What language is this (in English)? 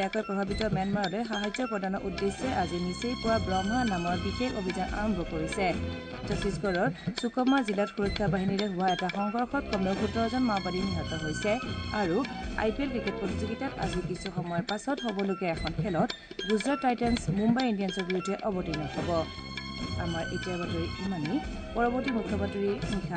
Assamese